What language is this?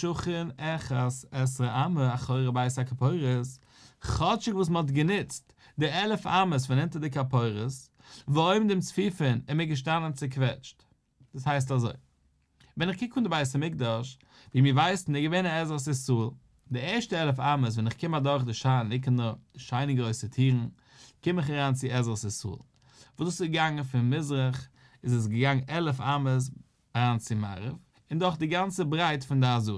Yiddish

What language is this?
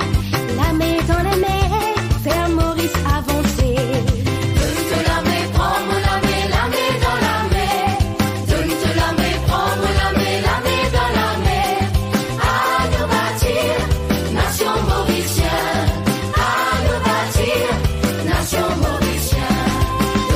Morisyen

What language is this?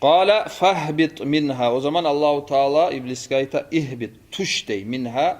Kumyk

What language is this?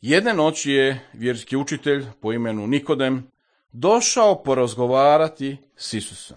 Croatian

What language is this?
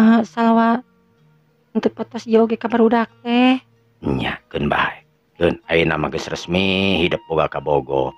Sundanese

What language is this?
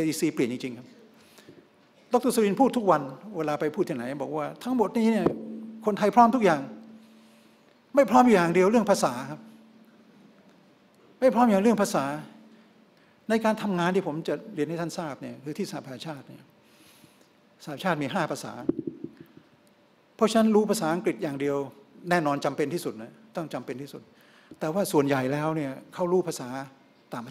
Thai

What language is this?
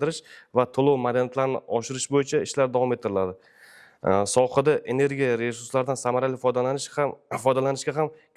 Uzbek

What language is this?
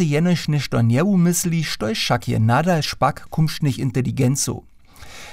Upper Sorbian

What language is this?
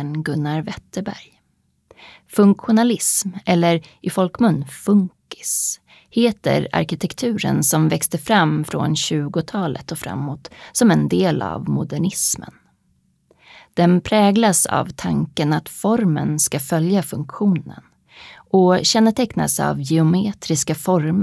Swedish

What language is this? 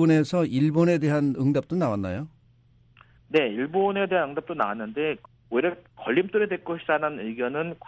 Korean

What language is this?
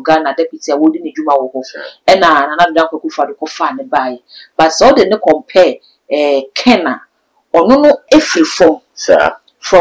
Akan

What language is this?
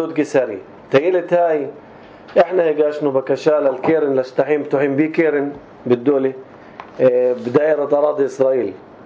North Levantine Arabic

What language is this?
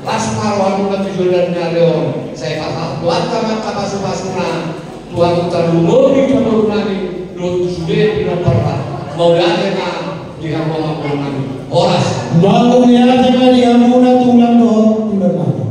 Batak Toba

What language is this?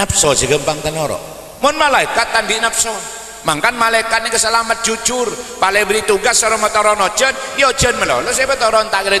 Madurese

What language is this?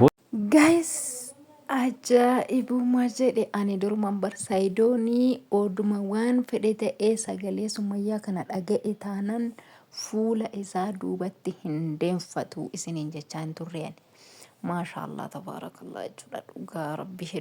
Oromo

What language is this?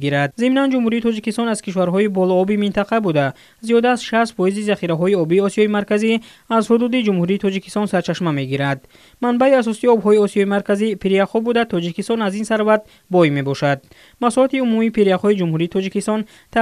Tajik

